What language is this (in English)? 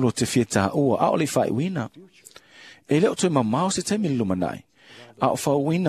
Samoan